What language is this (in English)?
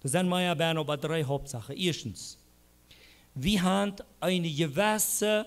Plautdietsch